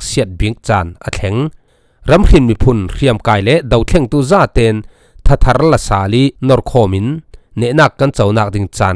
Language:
Falam Chin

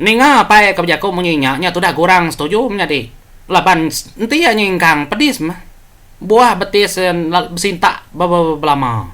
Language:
Iban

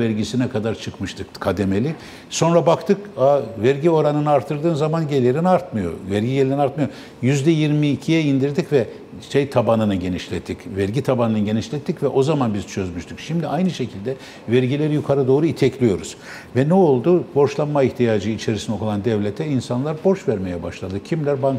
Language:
Turkish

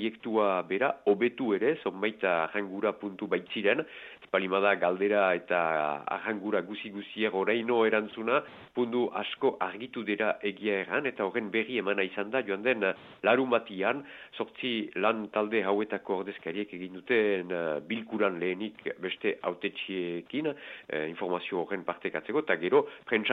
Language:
Basque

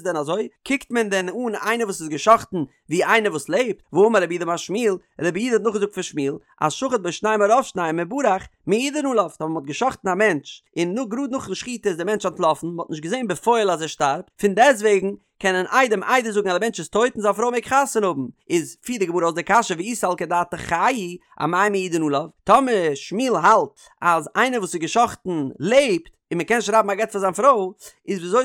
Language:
Yiddish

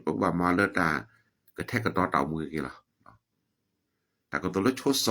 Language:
S'gaw Karen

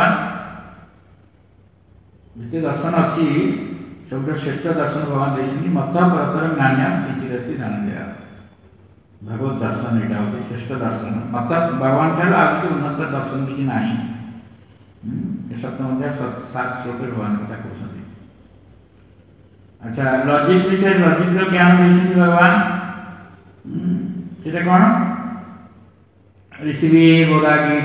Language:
Odia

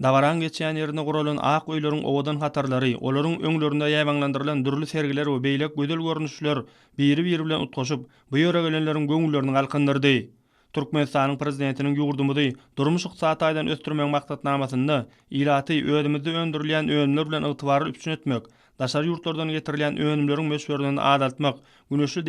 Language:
Turkmen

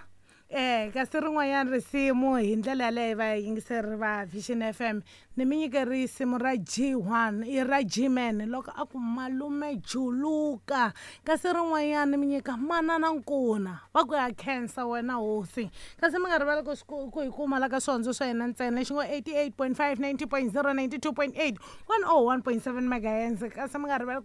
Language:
Tsonga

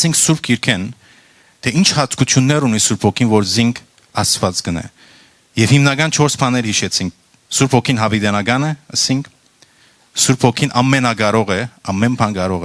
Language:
Western Armenian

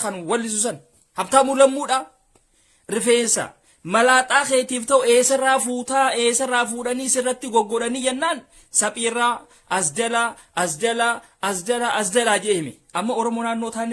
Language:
Oromo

